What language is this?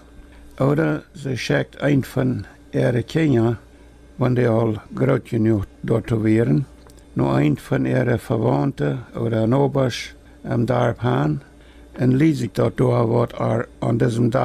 Plautdietsch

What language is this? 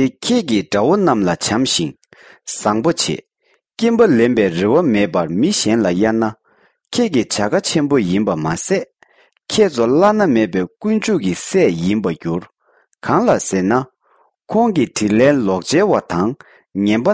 Tibetan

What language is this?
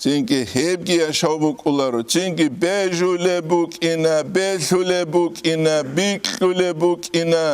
Avaric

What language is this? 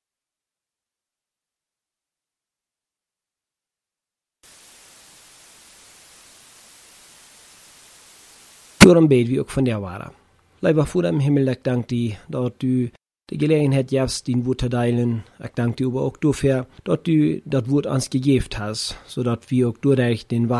German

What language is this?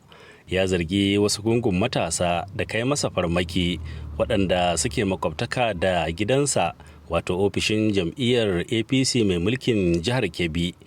Hausa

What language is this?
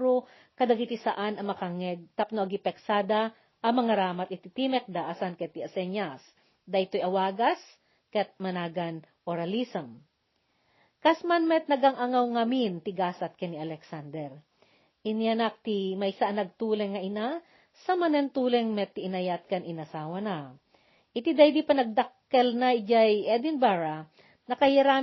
Iloko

